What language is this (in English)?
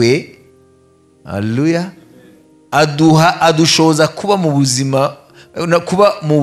Kinyarwanda